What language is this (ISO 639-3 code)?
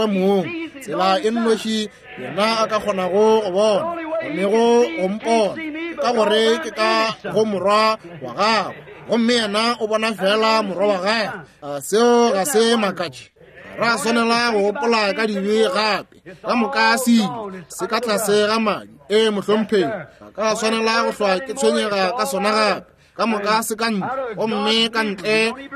nso